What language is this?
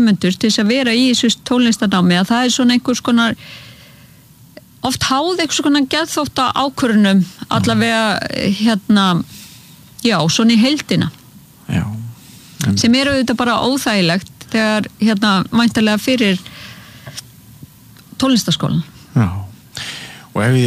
Icelandic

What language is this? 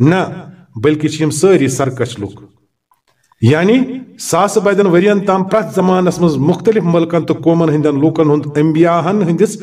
Kashmiri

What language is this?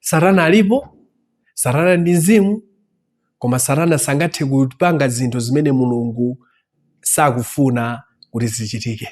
Nyanja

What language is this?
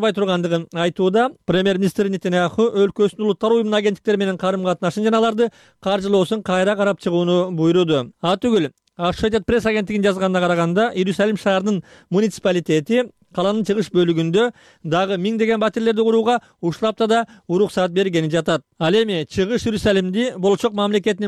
Kyrgyz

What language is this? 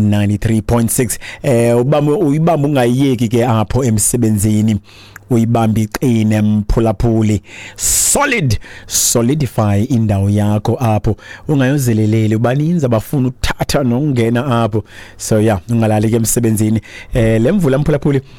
Xhosa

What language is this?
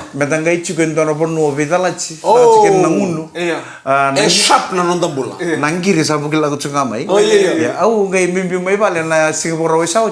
Fijian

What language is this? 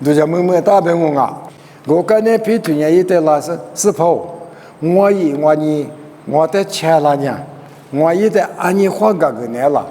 Lisu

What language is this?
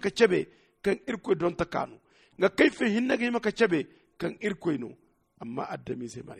Zarma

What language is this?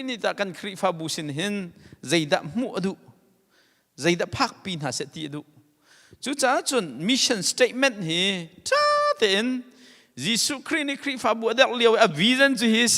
Hakha Chin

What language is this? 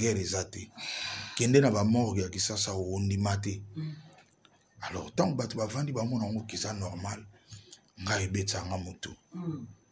Lingala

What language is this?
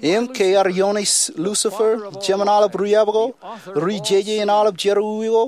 Marshallese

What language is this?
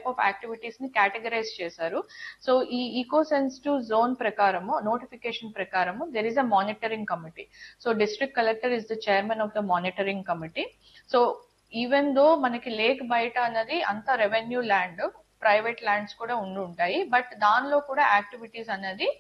Telugu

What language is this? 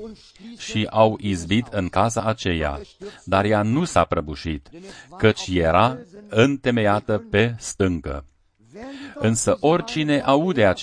Romanian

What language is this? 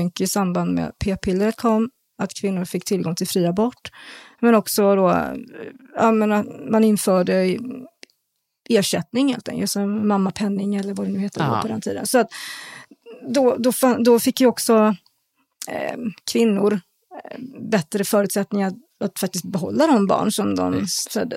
Swedish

